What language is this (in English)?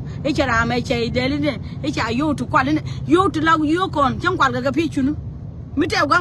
Nuer